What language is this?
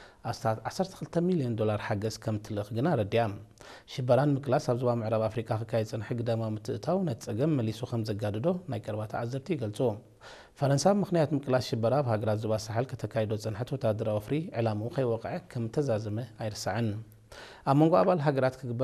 Tigrinya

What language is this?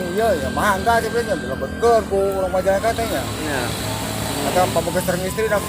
Sundanese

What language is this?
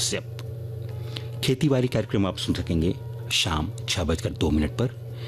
Hindi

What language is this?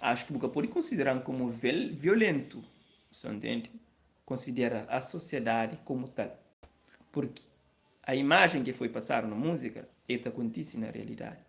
Kabuverdianu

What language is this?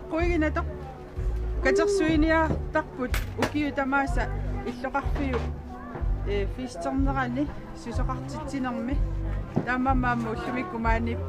Kalaallisut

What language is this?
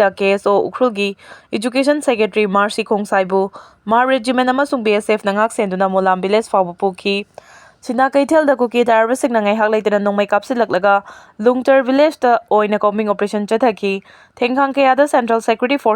Manipuri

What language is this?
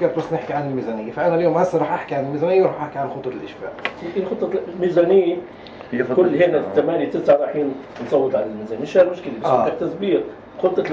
North Levantine Arabic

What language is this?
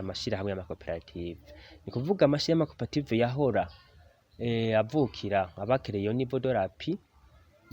Rundi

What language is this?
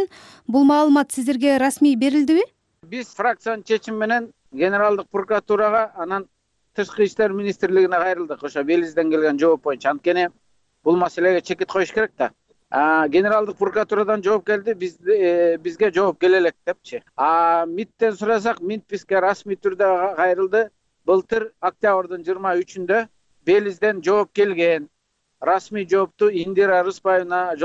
Kyrgyz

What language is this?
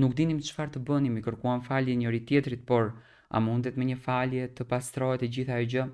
Albanian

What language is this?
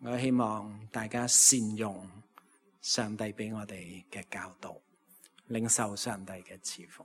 Cantonese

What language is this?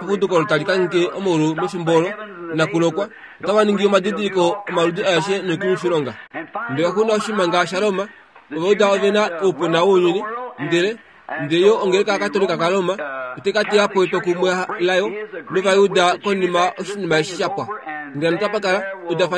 Kuanyama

